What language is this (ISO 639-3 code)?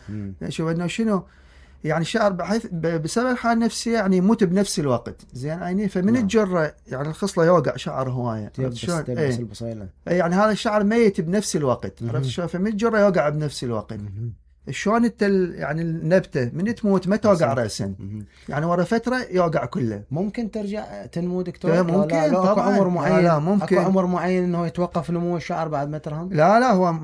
acm